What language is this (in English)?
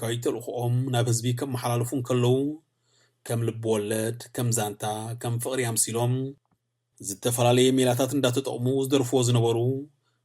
Tigrinya